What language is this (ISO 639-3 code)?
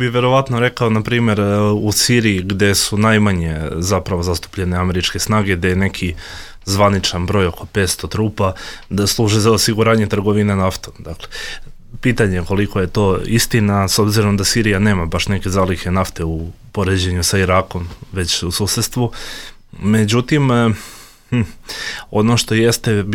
bos